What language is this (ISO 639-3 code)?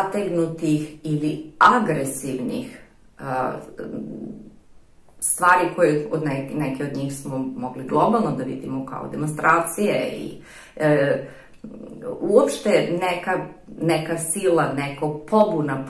srp